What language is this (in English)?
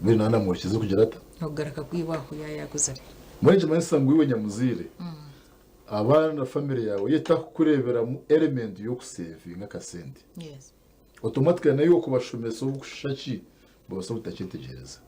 Nyankole